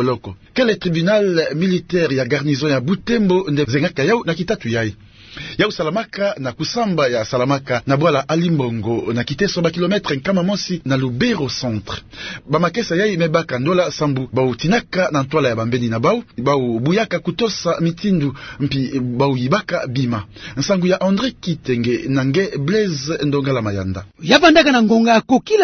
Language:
Kituba (Democratic Republic of Congo)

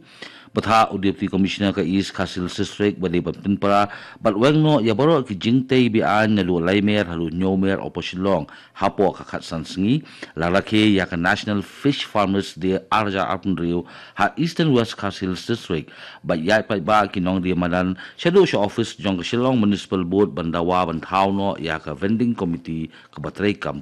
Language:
Khasi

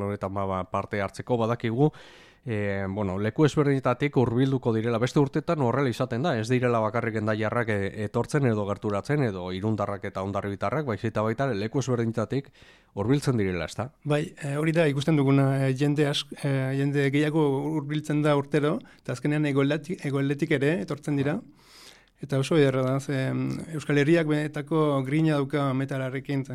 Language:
Basque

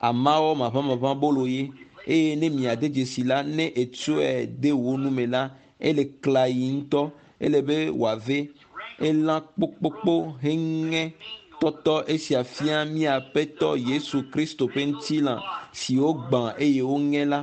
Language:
Ewe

